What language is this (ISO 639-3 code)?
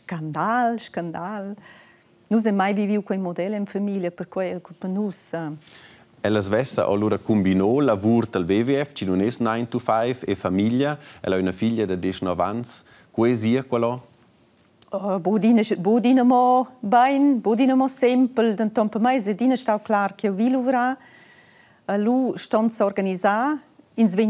roh